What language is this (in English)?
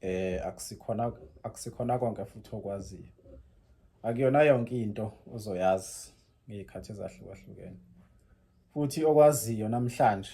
Zulu